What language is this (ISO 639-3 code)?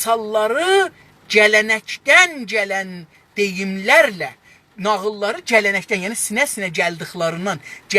azb